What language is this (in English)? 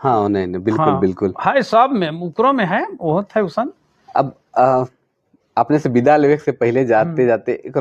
Sadri